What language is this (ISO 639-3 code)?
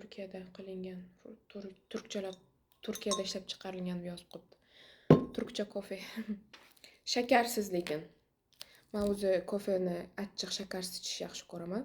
uzb